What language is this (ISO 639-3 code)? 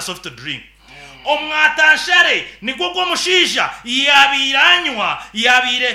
nyn